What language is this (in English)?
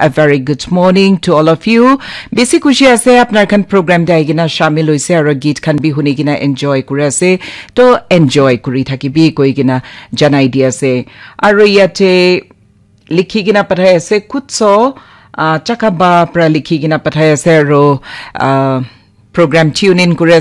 Naga Pidgin